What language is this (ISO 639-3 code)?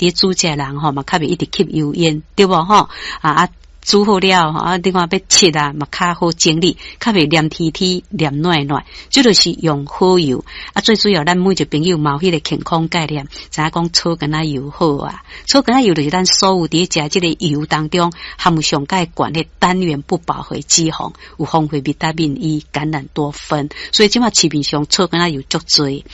nan